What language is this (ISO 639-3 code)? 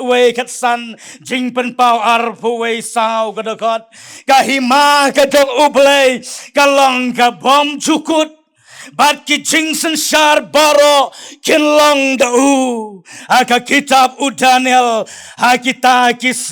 kha